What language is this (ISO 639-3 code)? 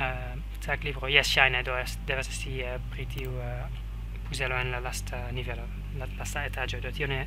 epo